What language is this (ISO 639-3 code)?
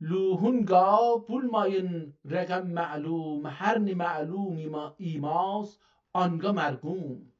azb